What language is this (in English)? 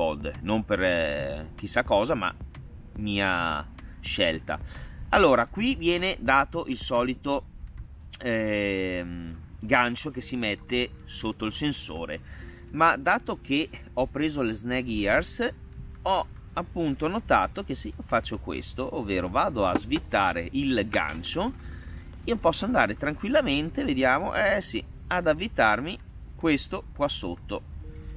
Italian